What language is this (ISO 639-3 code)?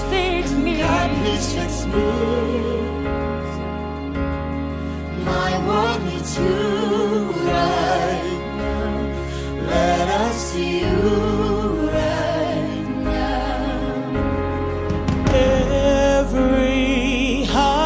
eng